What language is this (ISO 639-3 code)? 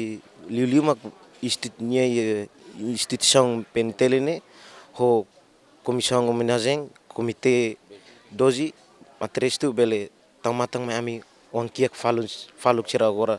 tet